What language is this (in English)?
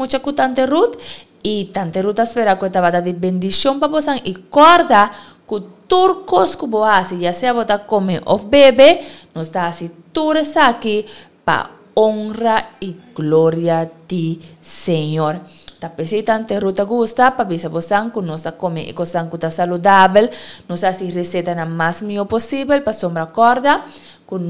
Papiamento